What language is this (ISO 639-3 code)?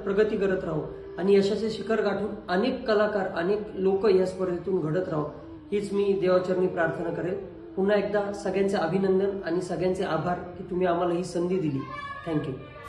mar